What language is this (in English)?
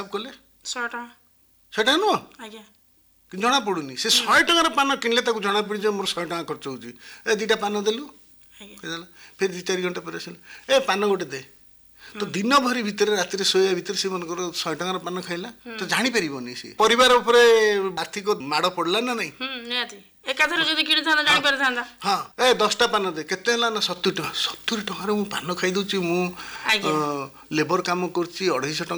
Odia